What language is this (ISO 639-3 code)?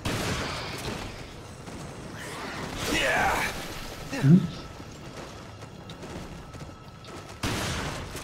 deu